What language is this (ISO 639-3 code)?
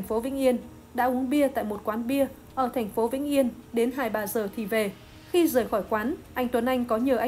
vie